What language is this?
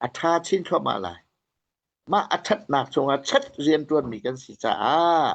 Hakha Chin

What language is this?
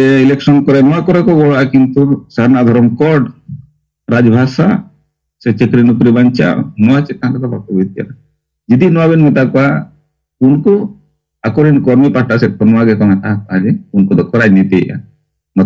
Santali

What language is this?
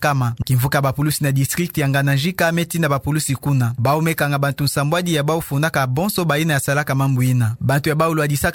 Kituba (Democratic Republic of Congo)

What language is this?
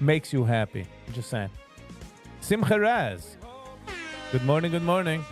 Yiddish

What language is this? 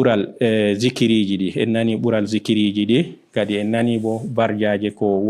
Fula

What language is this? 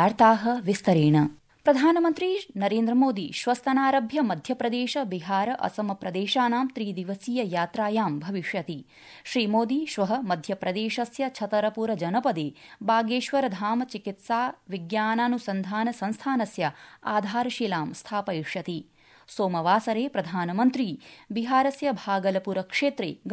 Sanskrit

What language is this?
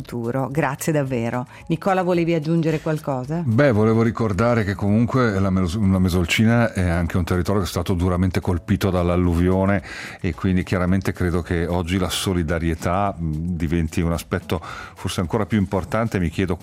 Italian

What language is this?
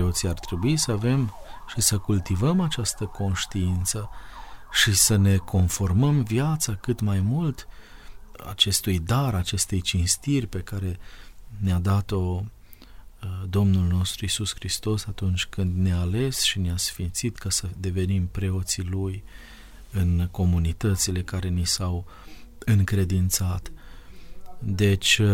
Romanian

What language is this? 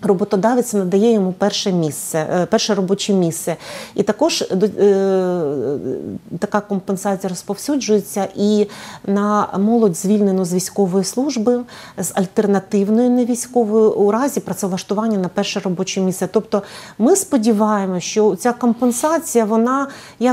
Ukrainian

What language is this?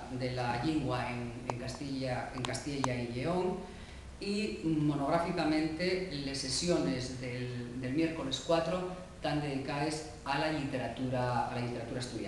Asturian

